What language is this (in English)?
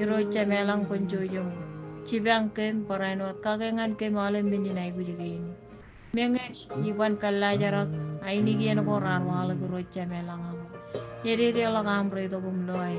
Marshallese